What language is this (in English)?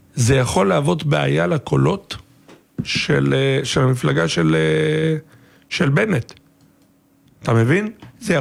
Hebrew